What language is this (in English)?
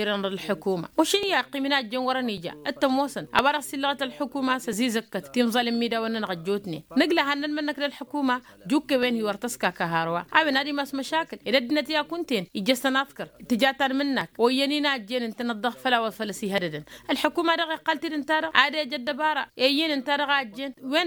Tamasheq